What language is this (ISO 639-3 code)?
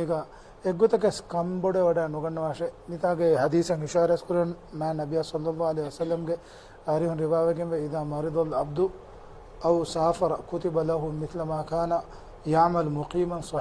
div